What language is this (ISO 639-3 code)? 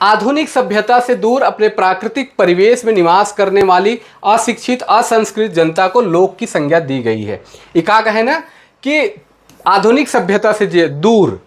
sck